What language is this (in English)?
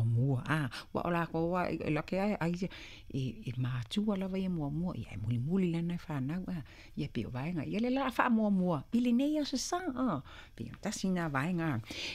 Samoan